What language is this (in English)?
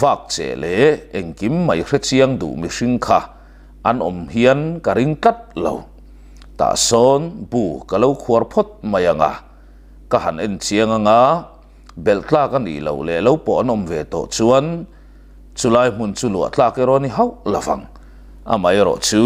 Mizo